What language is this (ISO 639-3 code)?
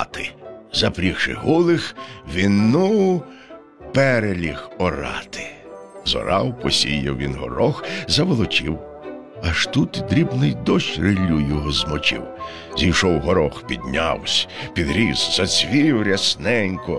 ukr